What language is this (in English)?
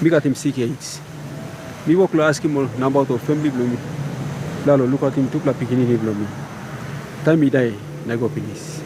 Tok Pisin